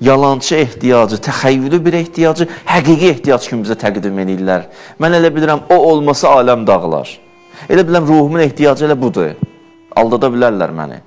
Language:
Azerbaijani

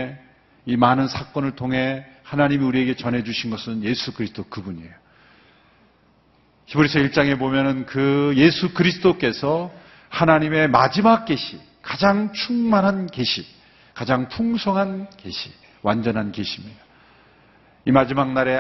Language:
Korean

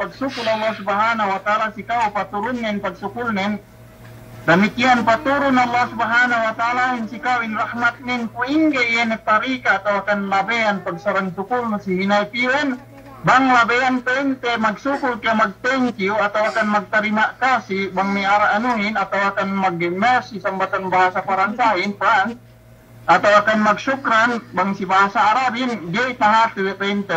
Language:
Yakan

